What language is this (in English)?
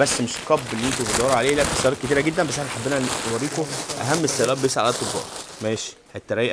Egyptian Arabic